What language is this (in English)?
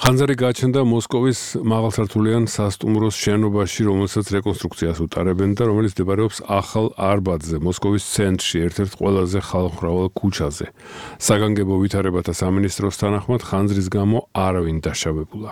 Georgian